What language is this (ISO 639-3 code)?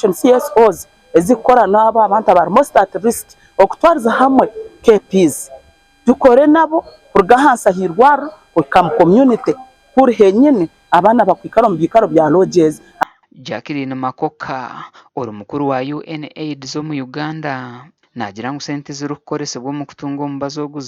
nyn